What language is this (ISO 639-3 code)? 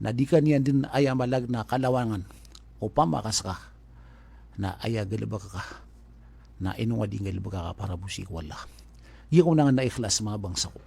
mrw